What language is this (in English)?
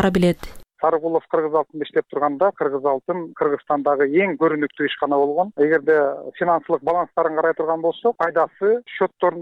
Kyrgyz